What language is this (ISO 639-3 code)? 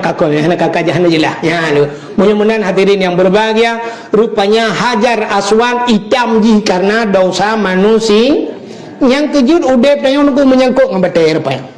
ace